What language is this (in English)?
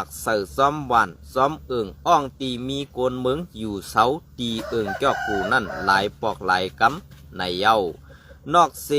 Shan